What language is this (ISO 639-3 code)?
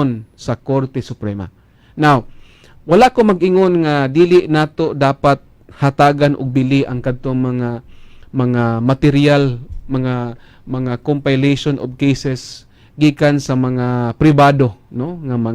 ceb